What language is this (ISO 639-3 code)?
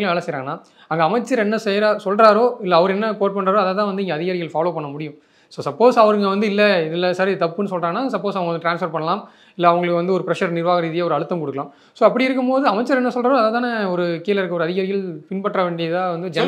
tam